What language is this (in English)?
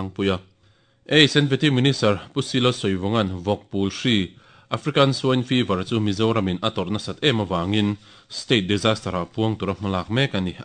Mizo